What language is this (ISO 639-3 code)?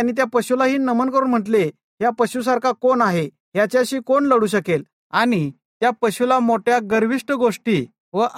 mar